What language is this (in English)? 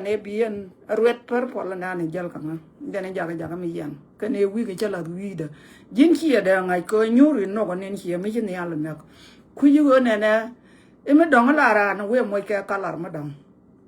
Nuer